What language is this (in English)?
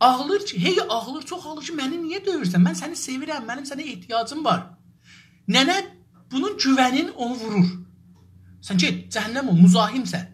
South Azerbaijani